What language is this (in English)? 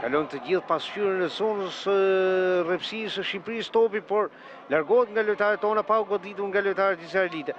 Albanian